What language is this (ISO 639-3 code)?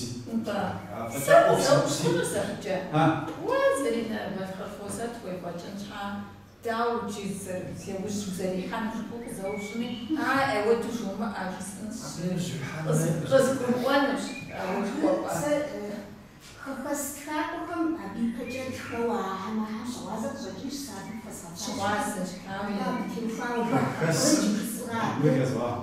kbd